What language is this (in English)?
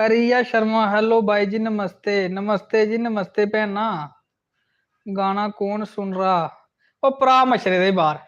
Dogri